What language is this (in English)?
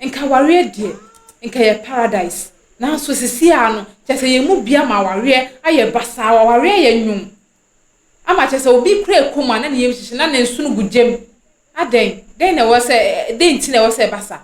Akan